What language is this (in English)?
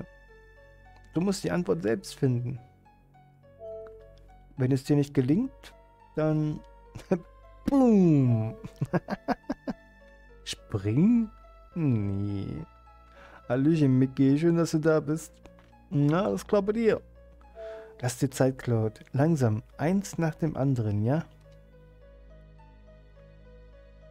German